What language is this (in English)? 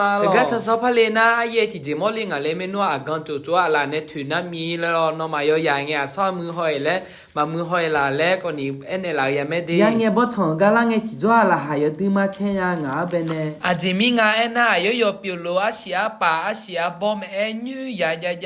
Akha